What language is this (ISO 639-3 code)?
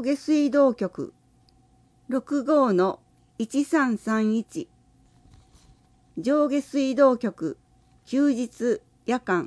jpn